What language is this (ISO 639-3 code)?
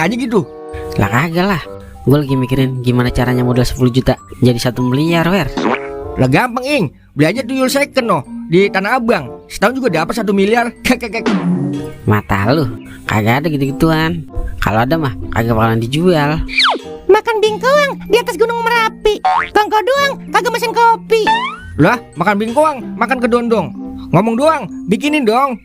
bew